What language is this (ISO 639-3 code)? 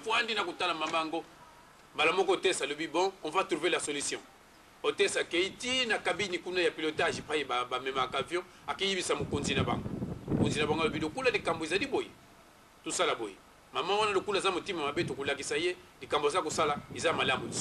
lin